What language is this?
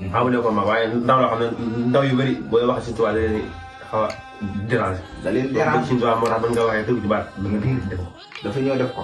Wolof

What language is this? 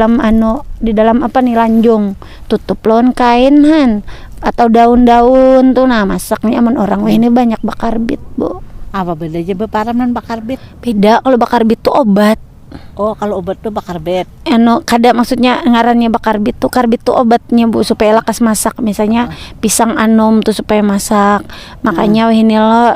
Banjar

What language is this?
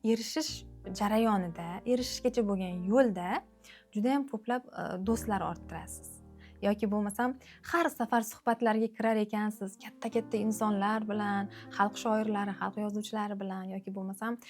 Uzbek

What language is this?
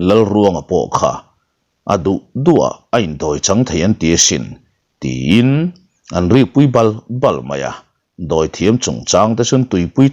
Mizo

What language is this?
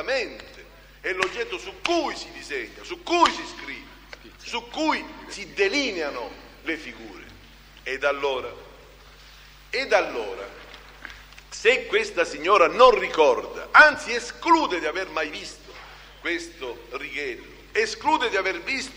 Italian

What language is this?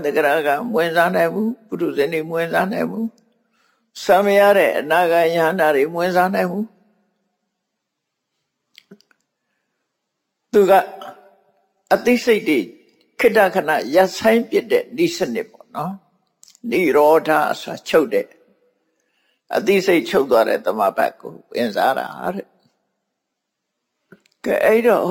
Burmese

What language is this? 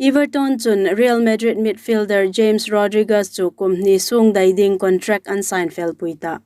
Hmar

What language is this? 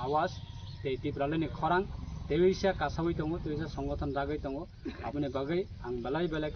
Kok Borok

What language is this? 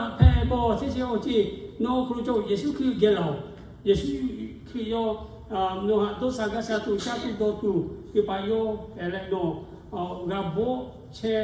Lahu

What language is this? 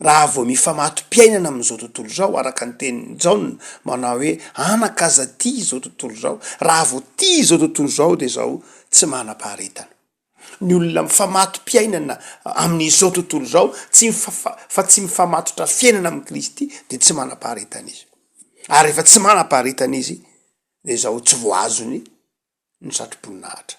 Malagasy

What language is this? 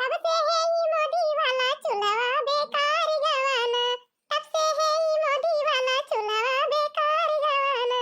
Awadhi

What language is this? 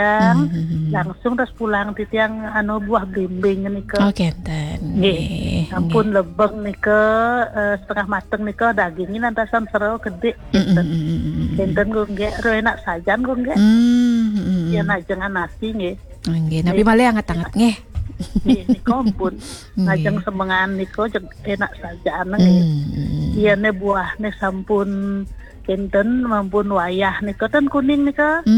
Balinese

